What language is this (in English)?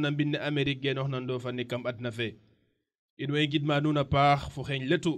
Serer